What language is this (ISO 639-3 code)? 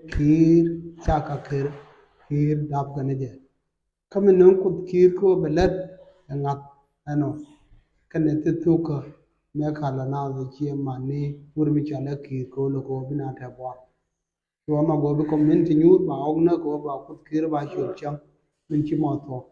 nus